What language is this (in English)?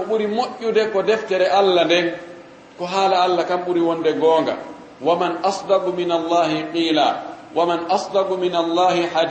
Fula